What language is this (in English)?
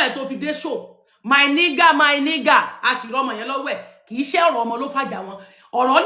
Yoruba